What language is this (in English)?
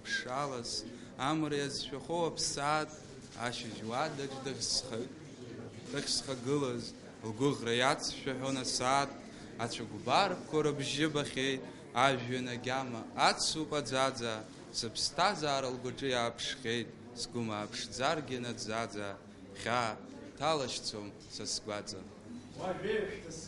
Abkhazian